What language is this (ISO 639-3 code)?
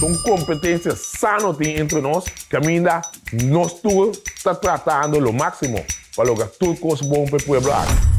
pap